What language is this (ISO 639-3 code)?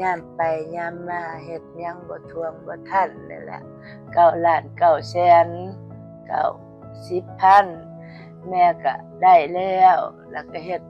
lao